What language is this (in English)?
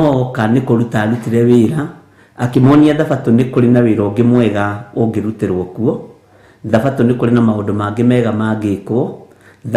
Kikuyu